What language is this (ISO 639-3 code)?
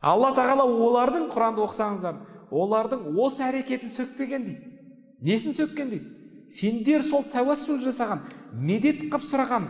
kaz